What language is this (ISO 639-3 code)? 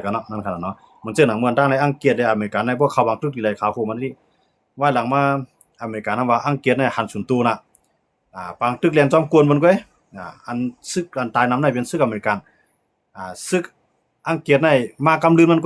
shn